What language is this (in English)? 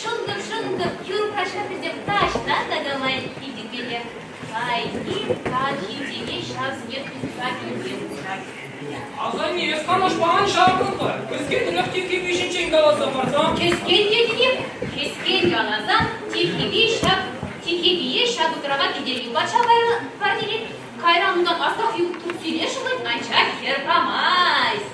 Chuvash